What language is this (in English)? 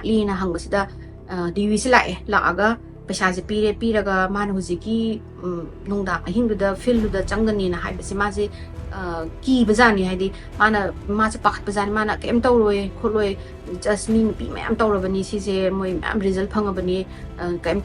Manipuri